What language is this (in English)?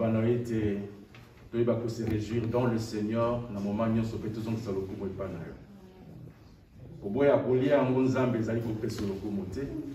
Lingala